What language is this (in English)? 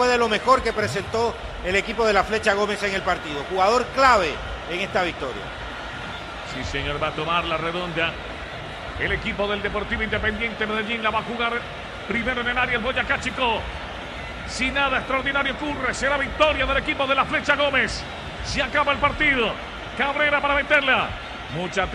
Spanish